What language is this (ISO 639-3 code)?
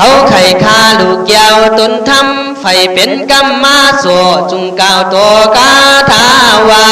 kkh